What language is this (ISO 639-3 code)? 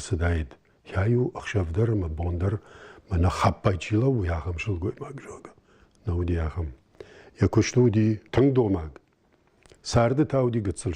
oss